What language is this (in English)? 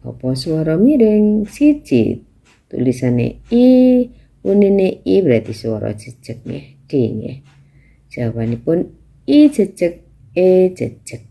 Javanese